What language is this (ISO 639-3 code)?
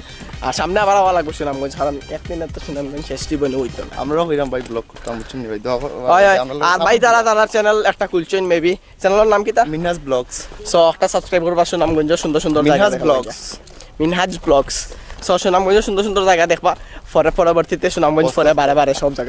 syl